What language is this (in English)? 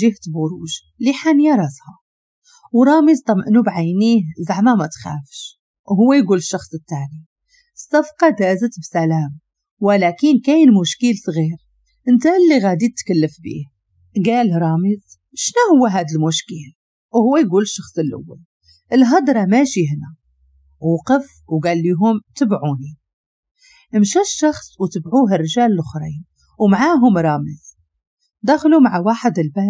Moroccan Arabic